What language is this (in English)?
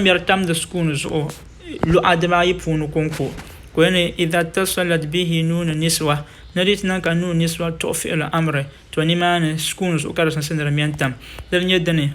Dagbani